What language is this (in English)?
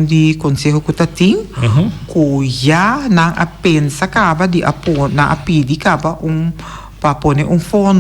Papiamento